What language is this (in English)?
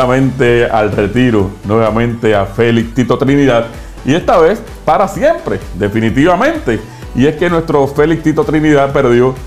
Spanish